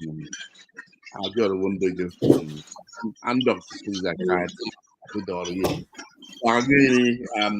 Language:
Acoli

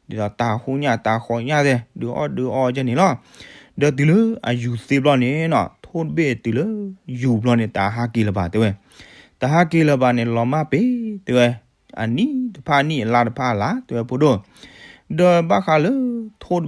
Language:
S'gaw Karen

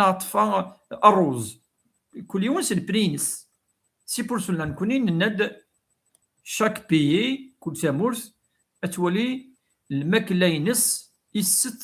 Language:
Kabyle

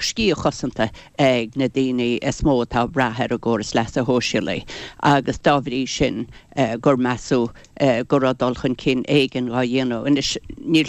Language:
Irish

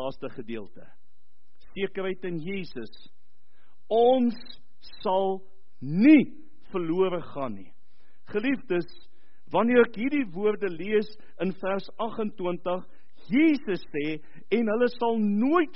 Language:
Afrikaans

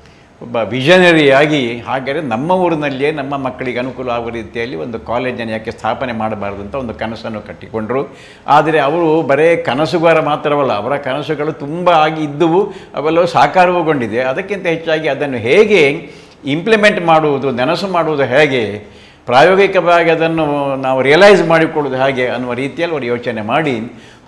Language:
Kannada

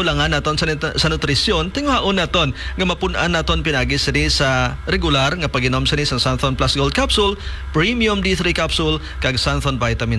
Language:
Hiligaynon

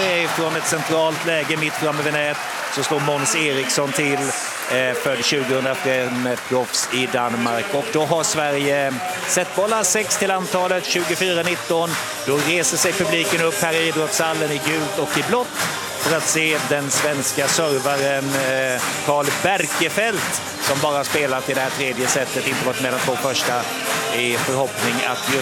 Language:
Swedish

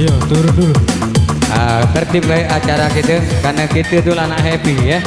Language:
Musi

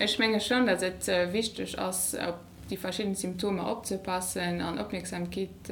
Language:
Luxembourgish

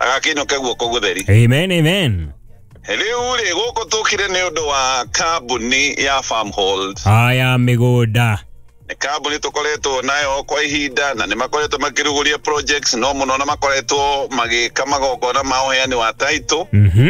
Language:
Kikuyu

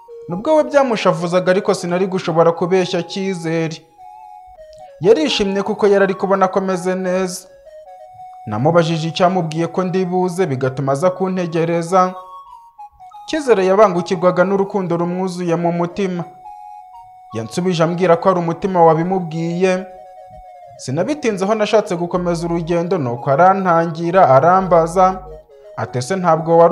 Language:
Kinyarwanda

